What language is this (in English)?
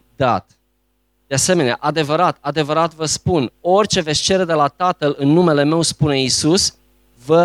Romanian